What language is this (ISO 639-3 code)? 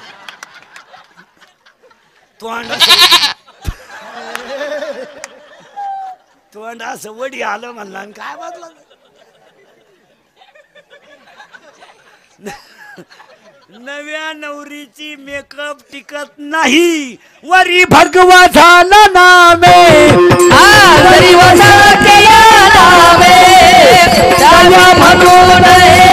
mar